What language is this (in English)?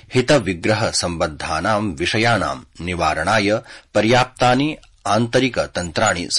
Sanskrit